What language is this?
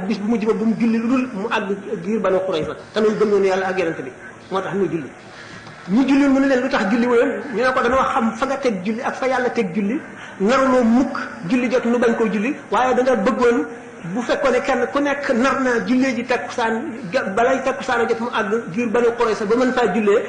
Wolof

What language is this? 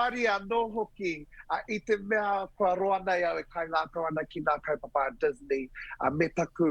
Māori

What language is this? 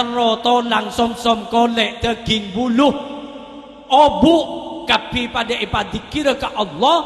Madurese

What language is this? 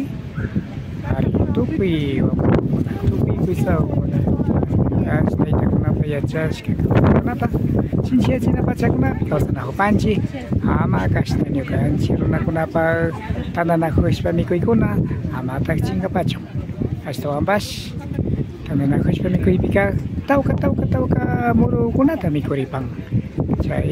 Imbabura Highland Quichua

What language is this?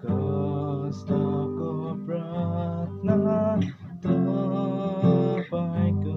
Nepali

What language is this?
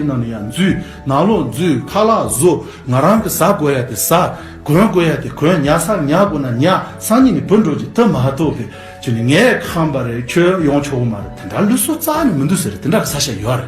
Tibetan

